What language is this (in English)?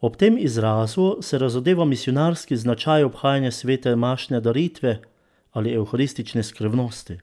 Slovenian